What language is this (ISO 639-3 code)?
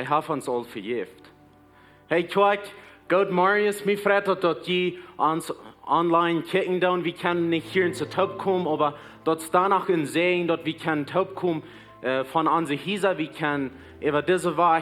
pdt